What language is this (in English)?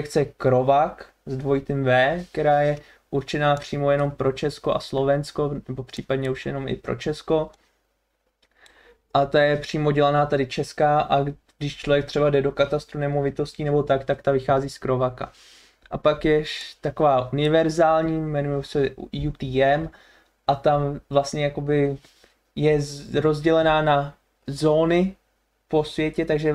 Czech